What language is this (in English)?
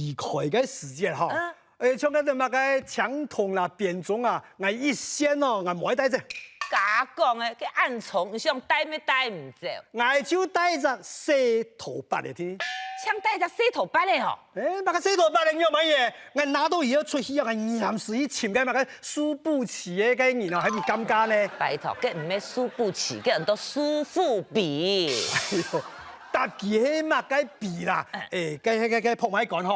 Hakka Chinese